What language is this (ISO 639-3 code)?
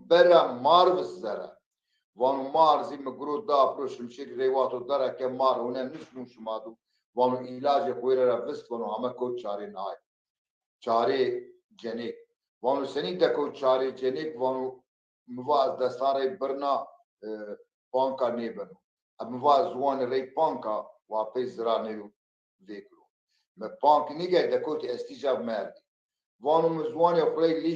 zza